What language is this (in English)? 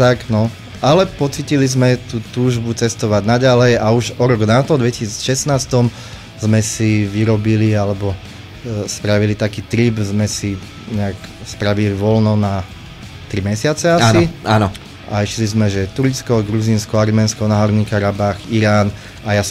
Slovak